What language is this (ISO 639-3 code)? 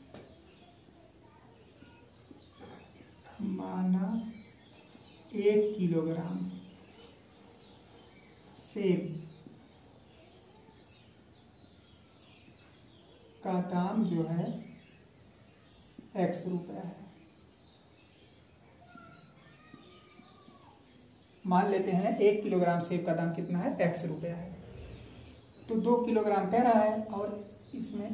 hin